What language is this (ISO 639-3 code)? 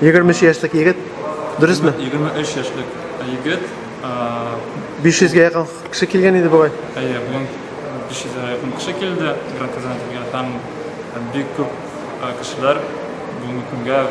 tat